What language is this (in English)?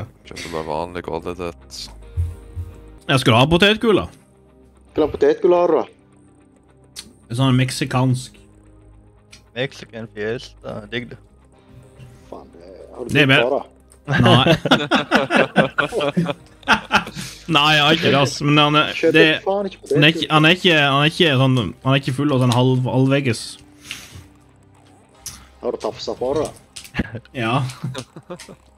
Norwegian